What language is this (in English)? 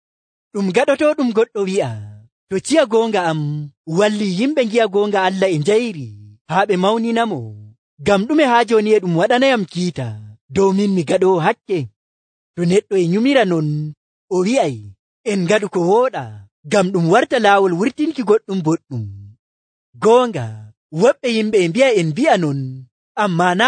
Nigerian Fulfulde